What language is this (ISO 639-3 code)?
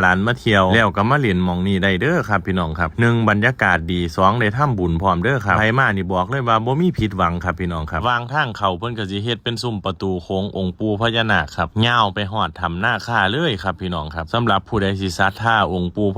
lao